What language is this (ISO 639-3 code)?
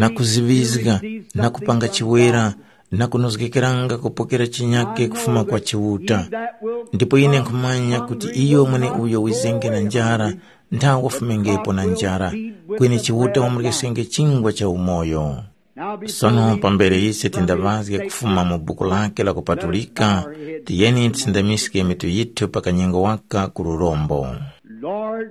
tum